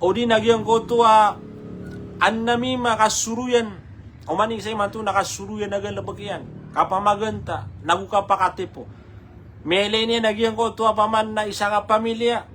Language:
Maranao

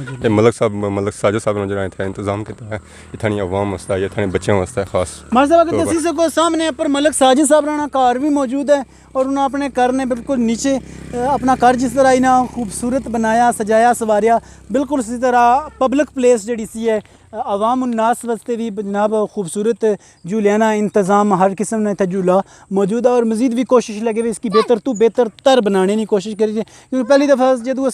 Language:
Pahari-Potwari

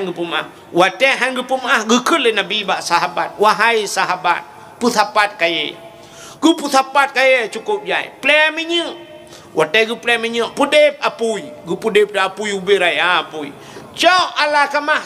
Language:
Achinese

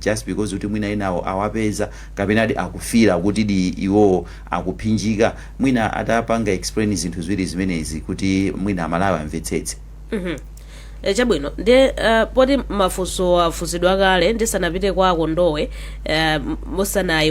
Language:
Nyanja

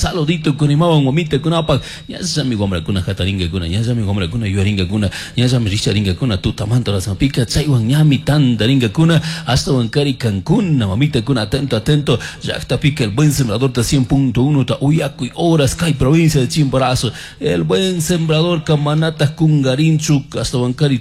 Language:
Chimborazo Highland Quichua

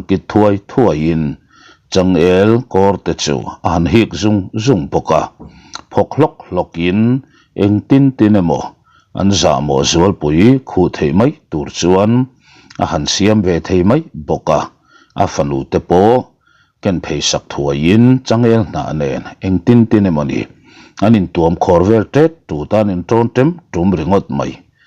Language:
Mizo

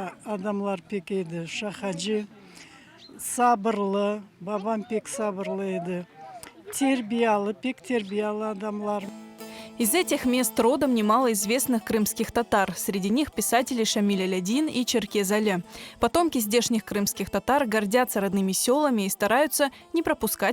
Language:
Crimean Tatar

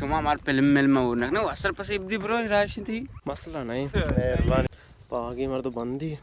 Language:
Baluchi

